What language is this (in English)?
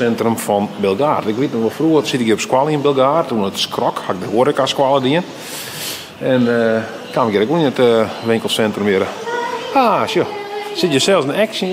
Western Frisian